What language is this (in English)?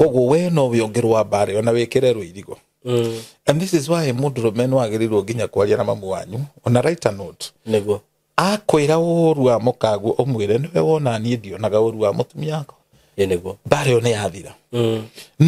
Kikuyu